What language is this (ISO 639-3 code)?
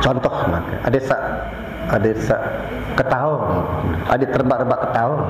sas